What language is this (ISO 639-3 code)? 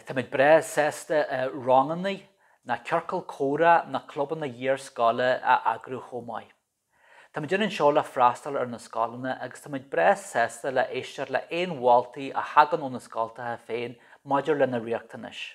gle